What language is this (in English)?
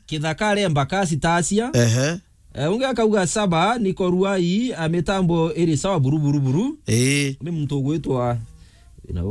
Meru